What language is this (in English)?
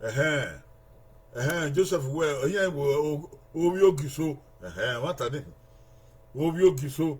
Bini